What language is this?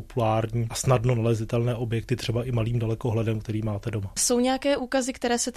Czech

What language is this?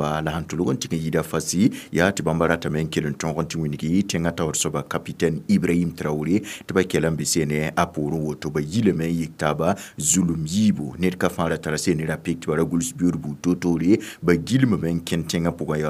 Mossi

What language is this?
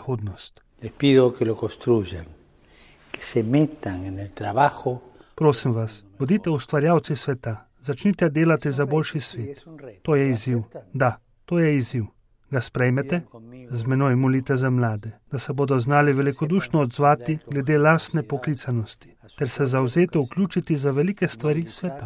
Slovenian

